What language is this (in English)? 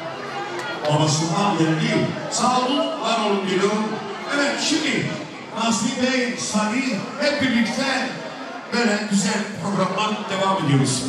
Turkish